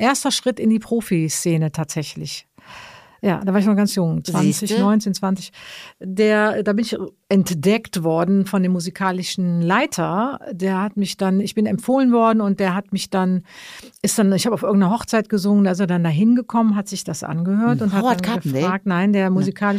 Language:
German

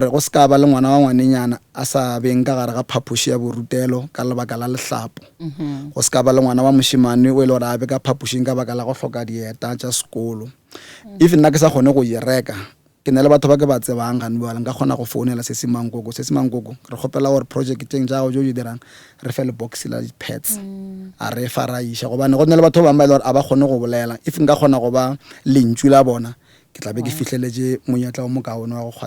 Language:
Northern Sotho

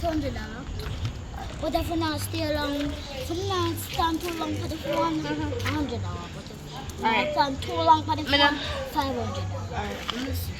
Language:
Jamaican Creole English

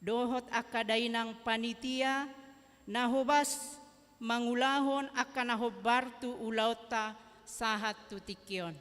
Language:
Batak Toba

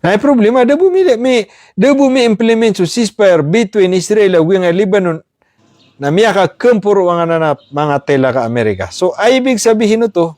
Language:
Maranao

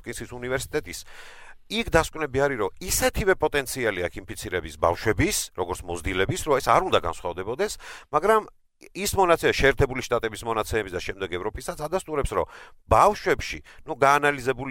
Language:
Georgian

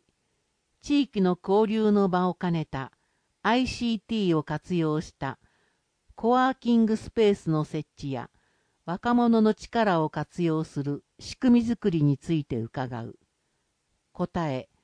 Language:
Japanese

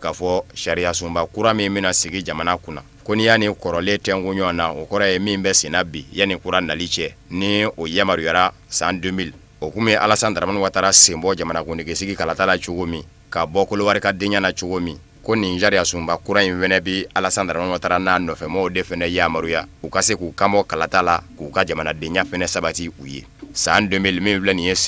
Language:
Bambara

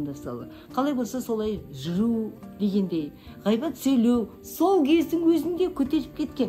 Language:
Kazakh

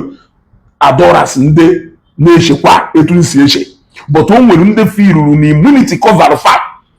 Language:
Igbo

